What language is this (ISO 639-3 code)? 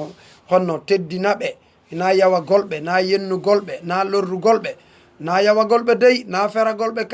ful